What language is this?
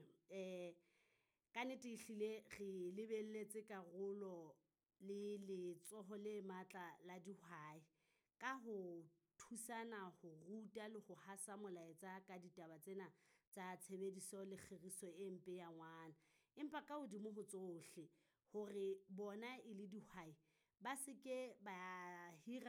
Southern Sotho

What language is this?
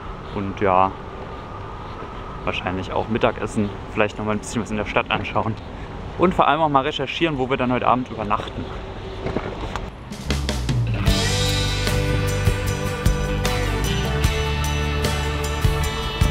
German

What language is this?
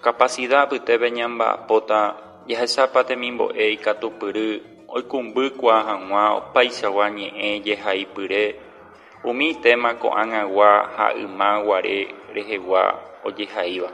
Guarani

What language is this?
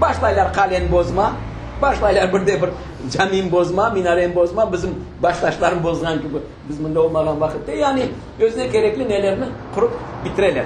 Crimean Tatar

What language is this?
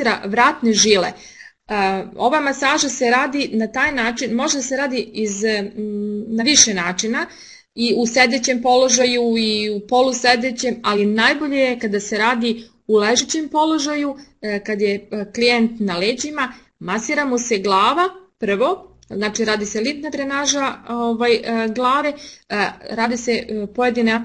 Serbian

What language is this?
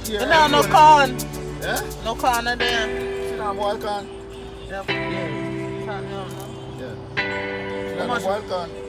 Jamaican Creole English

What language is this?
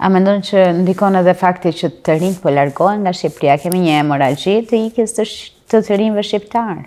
Albanian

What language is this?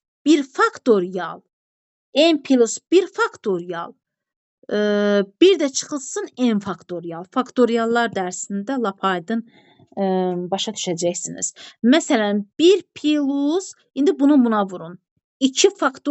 Azerbaijani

